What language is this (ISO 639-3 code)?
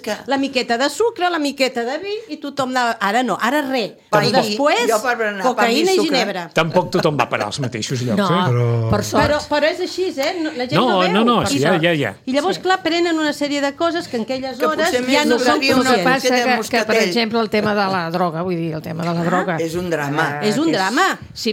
cat